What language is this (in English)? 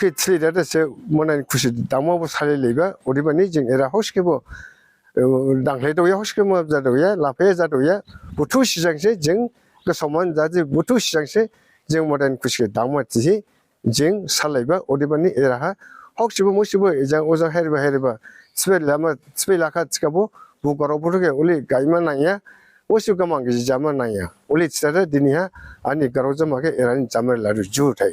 Dimasa